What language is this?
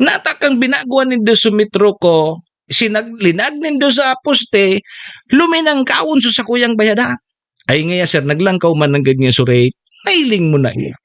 Bikol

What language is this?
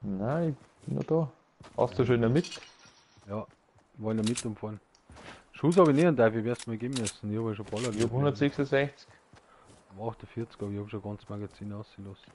Bavarian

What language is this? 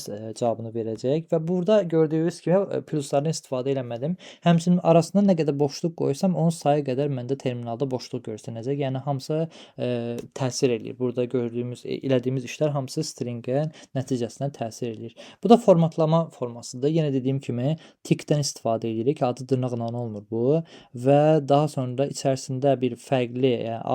Azerbaijani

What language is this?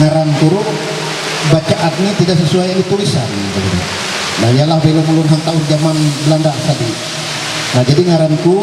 Ma'anyan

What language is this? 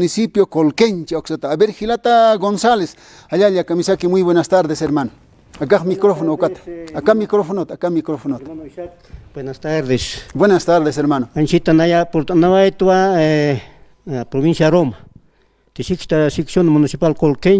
Aymara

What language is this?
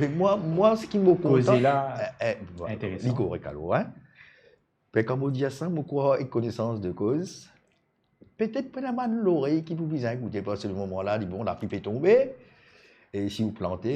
Morisyen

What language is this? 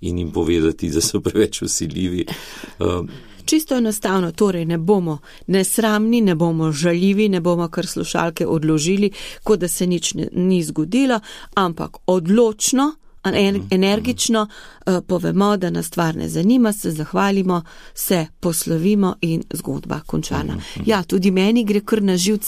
Slovenian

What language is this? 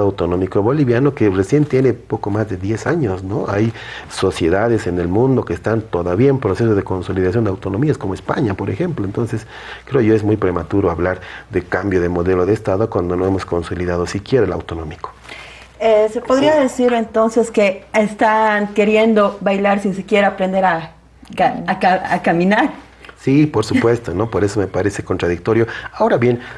Spanish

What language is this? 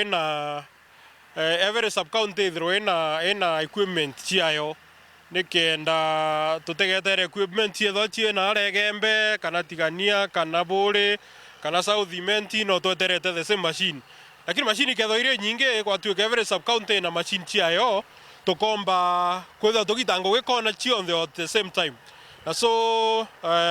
Meru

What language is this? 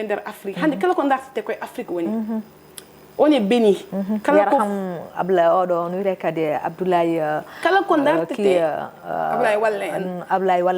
Fula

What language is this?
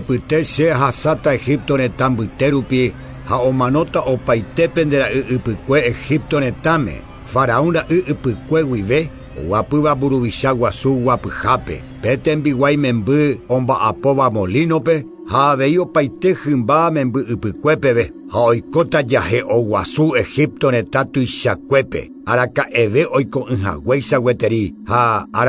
Guarani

